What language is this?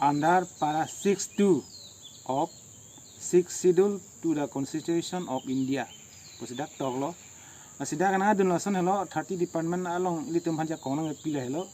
Karbi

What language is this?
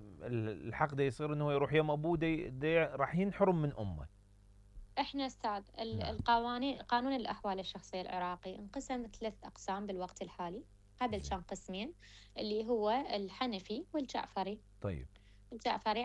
Mesopotamian Arabic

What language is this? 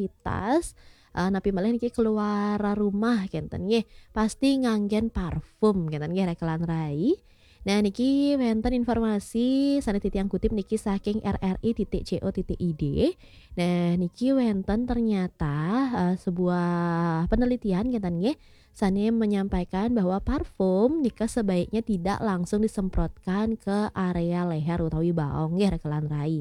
Balinese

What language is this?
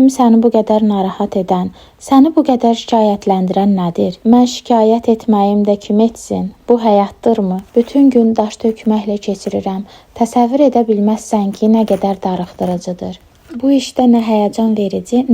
Azerbaijani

